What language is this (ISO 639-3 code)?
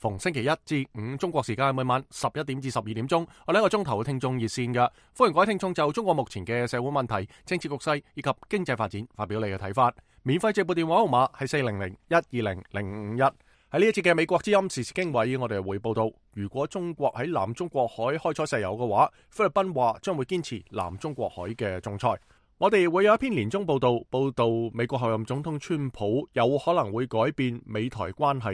yue